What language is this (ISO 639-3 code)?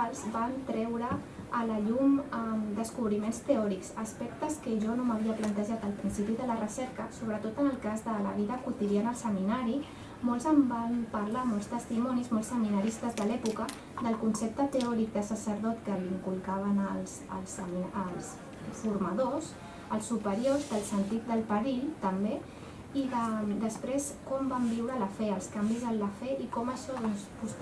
cat